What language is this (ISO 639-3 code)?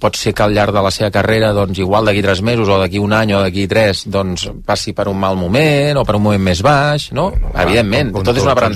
cat